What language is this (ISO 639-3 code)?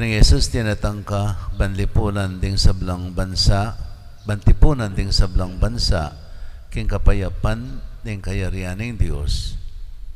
pam